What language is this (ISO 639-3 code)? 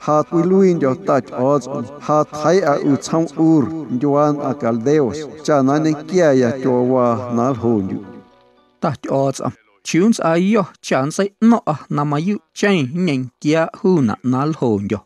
amu